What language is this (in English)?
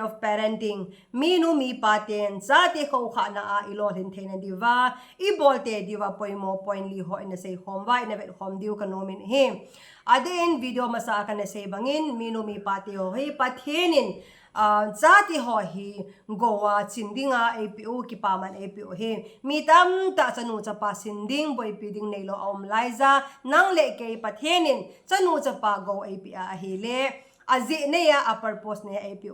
Thado Chin